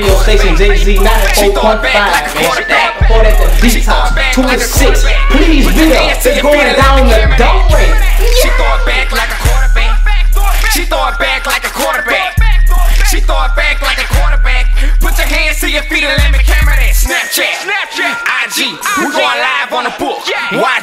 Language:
English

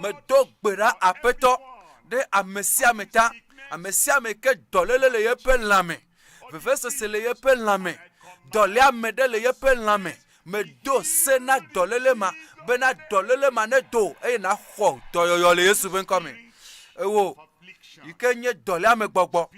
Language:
Ewe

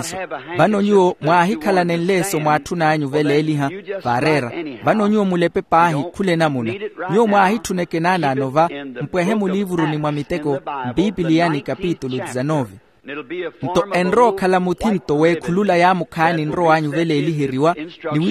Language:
Makhuwa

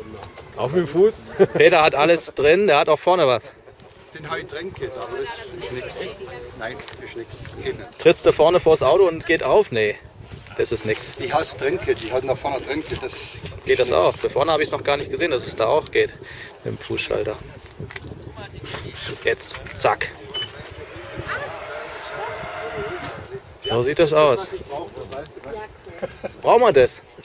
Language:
German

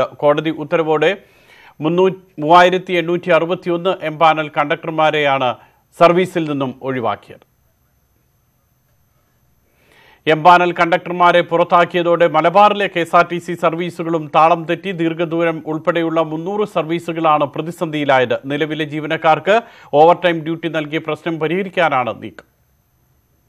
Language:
Malayalam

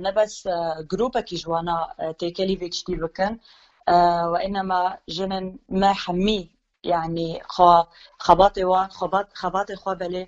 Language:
Kurdish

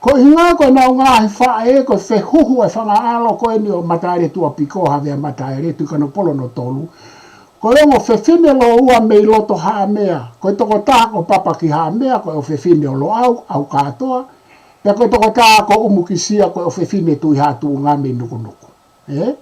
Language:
Tongan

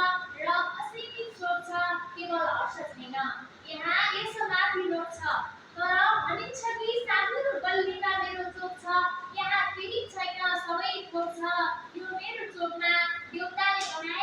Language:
Nepali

